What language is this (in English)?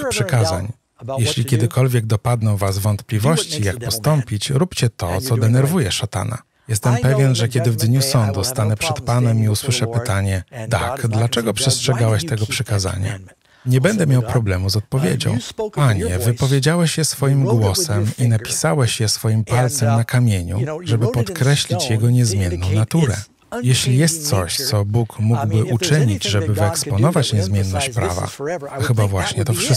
Polish